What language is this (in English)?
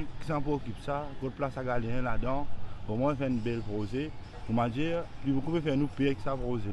Morisyen